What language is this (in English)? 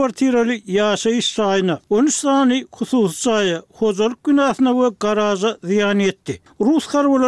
Turkmen